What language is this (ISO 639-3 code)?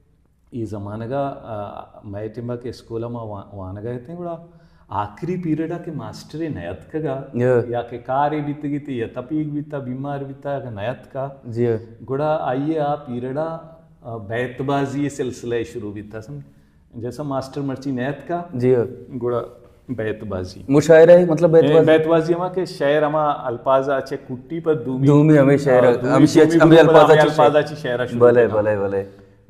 bal